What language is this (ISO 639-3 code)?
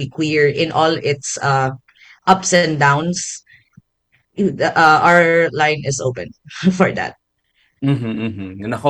fil